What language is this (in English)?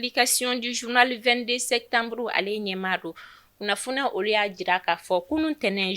Bambara